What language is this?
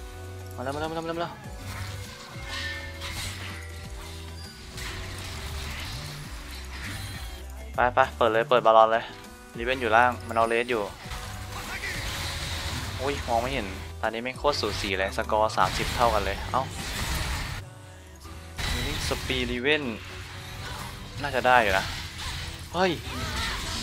Thai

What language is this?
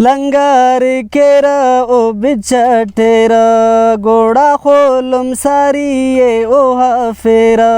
Brahui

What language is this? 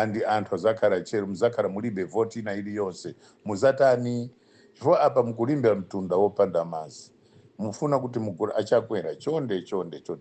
Nyanja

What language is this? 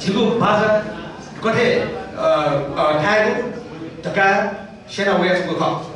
Newari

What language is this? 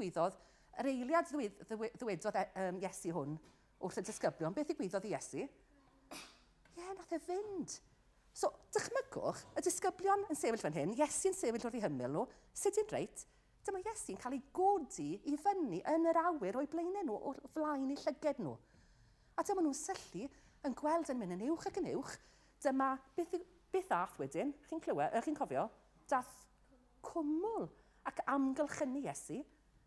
Welsh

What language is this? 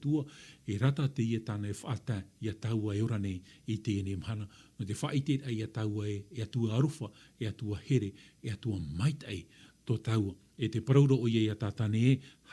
Tahitian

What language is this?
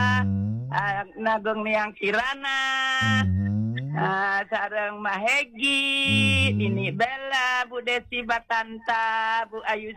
Balinese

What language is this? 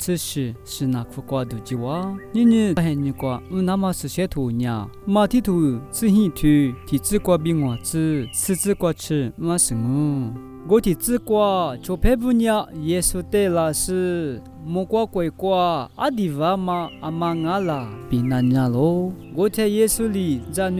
Lisu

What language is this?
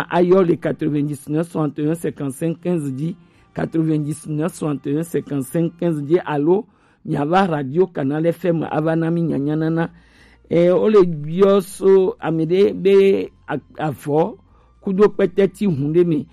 Gen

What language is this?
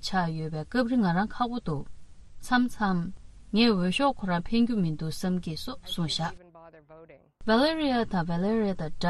Tibetan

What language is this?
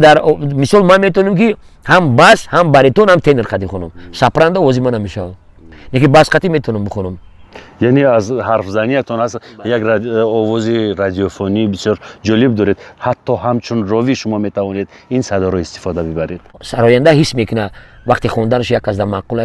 Tajik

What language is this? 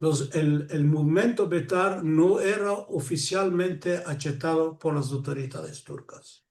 Ladino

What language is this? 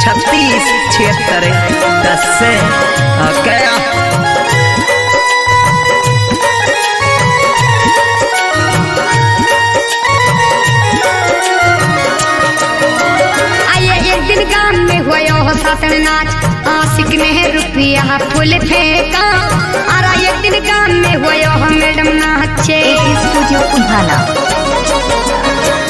Bhojpuri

